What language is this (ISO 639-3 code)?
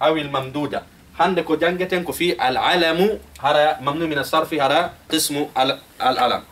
ful